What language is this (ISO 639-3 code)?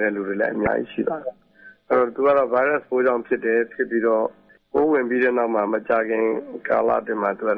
mya